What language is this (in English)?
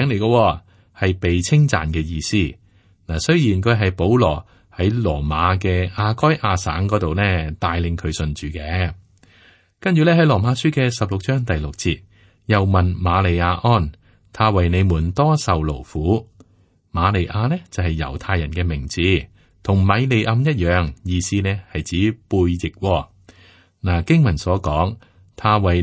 Cantonese